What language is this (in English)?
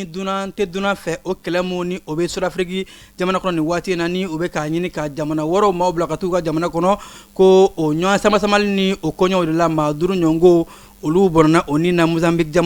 Bambara